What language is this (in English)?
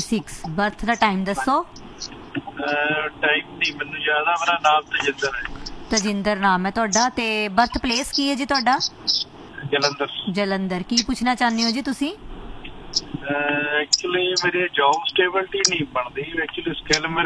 Punjabi